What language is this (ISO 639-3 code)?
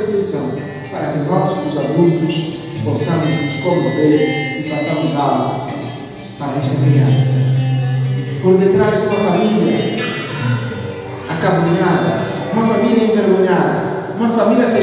por